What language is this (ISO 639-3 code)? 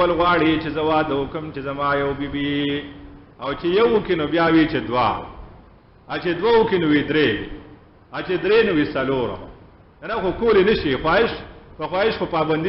pus